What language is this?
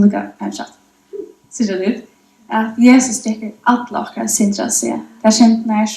Faroese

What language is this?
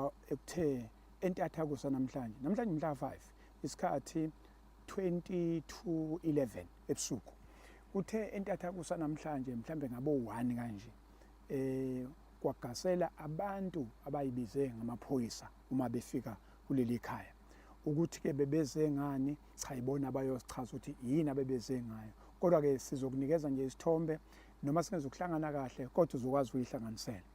Zulu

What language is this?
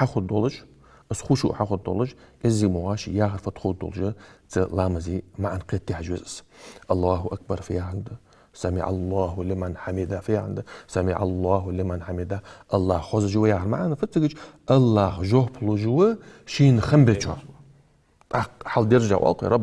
Ingush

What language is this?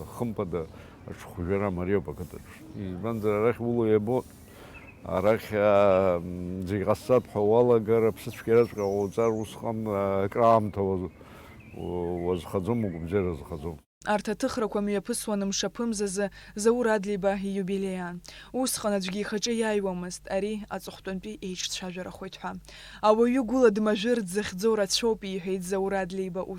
Abkhazian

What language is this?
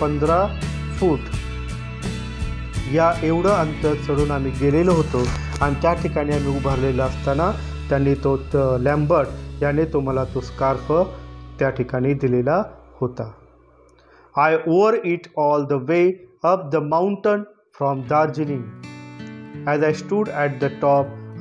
Marathi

